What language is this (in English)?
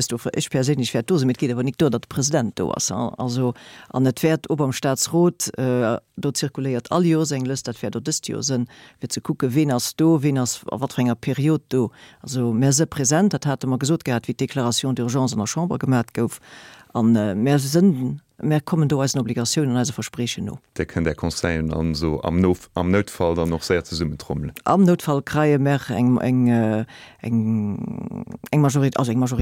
Luxembourgish